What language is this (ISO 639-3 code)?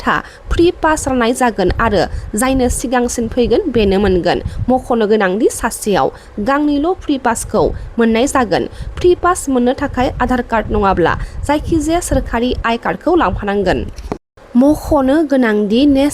brx